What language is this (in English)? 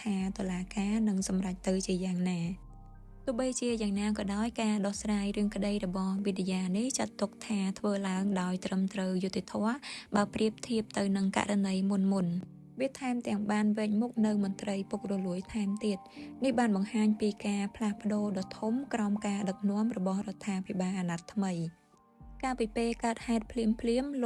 Khmer